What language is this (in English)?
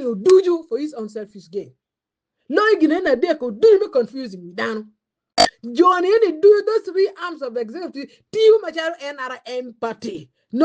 Acoli